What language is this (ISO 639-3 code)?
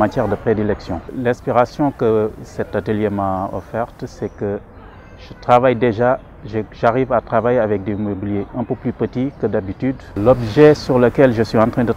fra